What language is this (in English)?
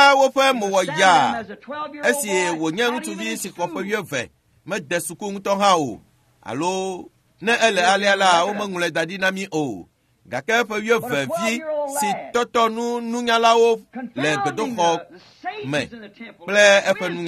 Ewe